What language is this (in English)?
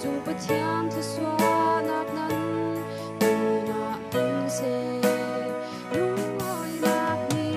Falam Chin